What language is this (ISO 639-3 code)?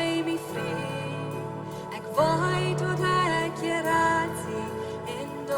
pdt